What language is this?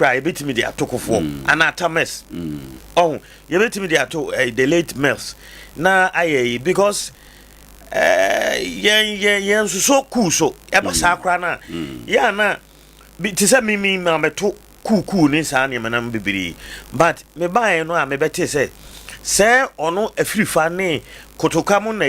Akan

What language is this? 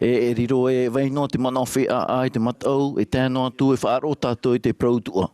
Tahitian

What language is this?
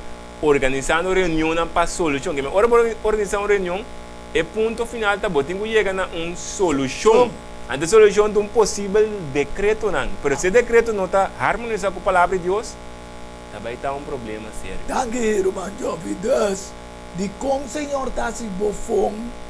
Papiamento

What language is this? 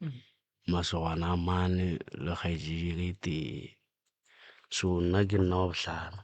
Northern Sotho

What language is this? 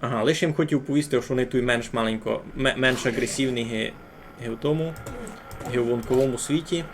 Rusyn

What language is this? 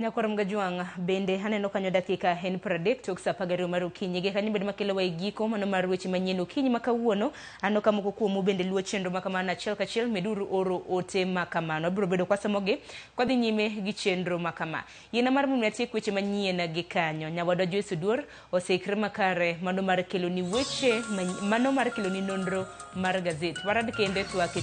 Luo (Kenya and Tanzania)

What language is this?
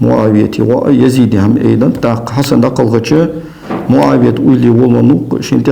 Ingush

